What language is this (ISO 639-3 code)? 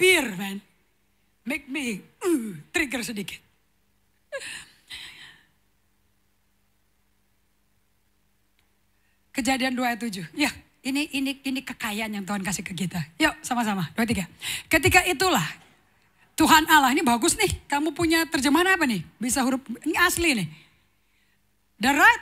ind